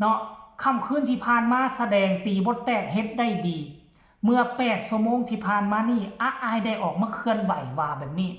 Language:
Northeastern Thai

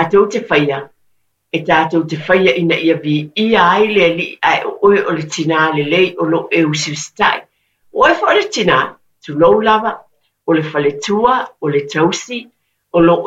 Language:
Samoan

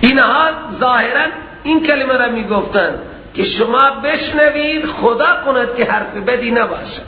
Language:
Persian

